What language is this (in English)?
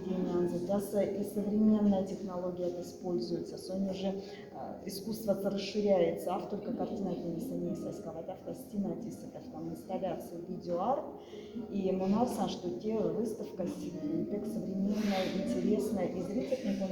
Moksha